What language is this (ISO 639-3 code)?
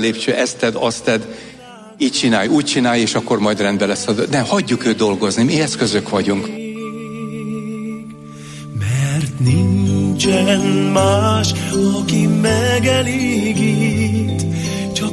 hun